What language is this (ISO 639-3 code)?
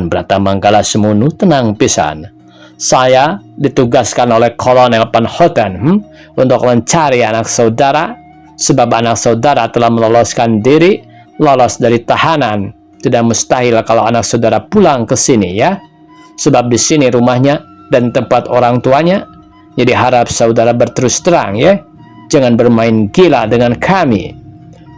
sun